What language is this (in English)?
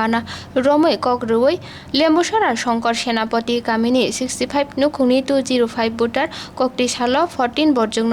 Kok Borok